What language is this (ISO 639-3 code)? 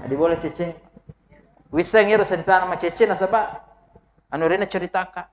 bug